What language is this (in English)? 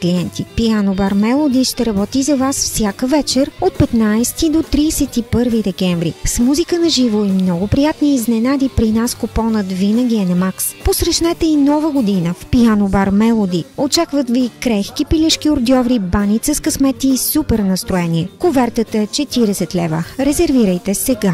Bulgarian